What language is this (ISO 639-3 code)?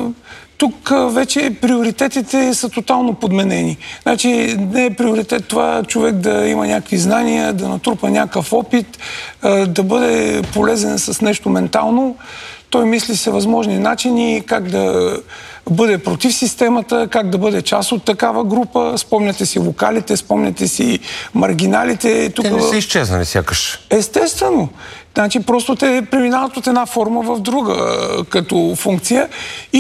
bul